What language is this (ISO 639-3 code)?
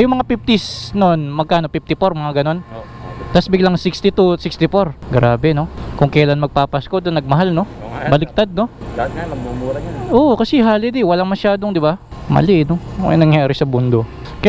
fil